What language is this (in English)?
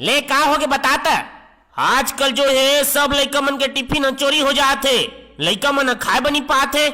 Chhattisgarhi